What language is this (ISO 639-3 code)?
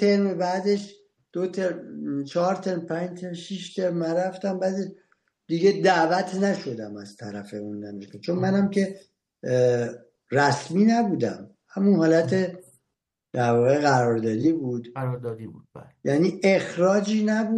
fas